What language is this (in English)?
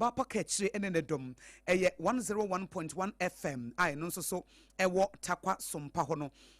Akan